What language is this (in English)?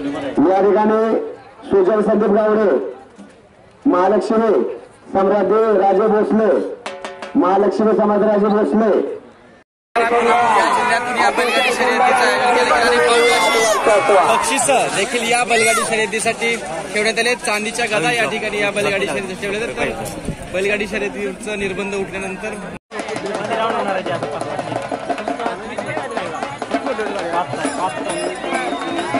Marathi